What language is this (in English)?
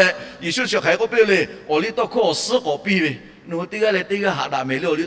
Lahu